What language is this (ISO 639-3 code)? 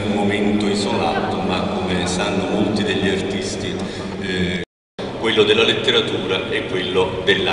ita